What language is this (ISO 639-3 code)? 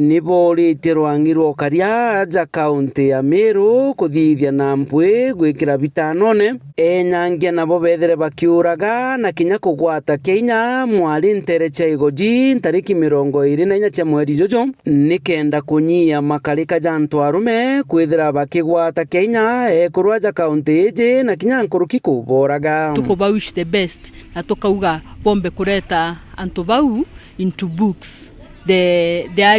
mer